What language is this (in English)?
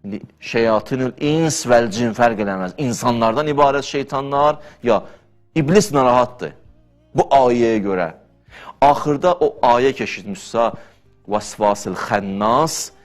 Azerbaijani